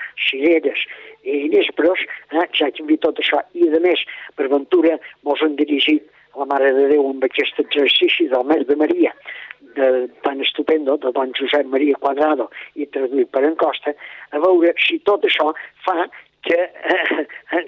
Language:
Catalan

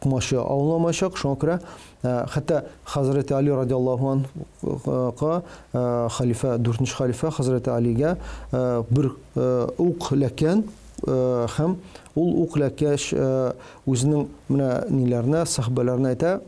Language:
Tatar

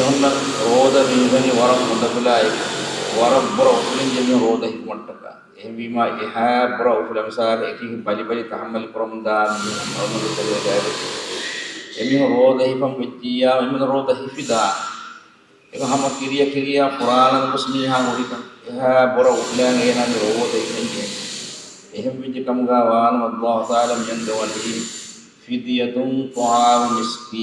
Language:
Divehi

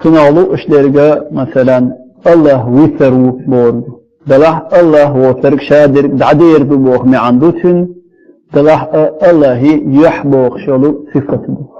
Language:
Chechen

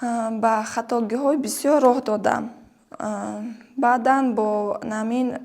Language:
Tajik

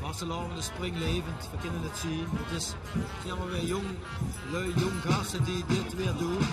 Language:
Limburgish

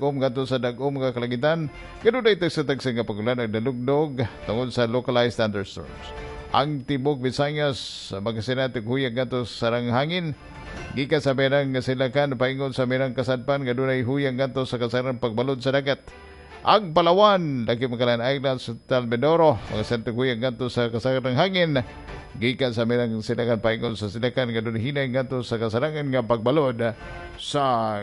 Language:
Cebuano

